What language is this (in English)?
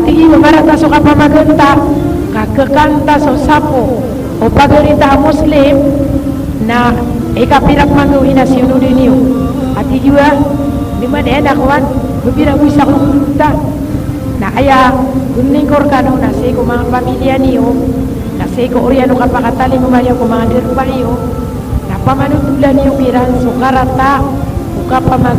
Maranao